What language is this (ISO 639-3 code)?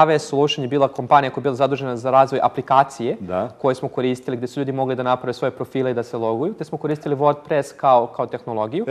srp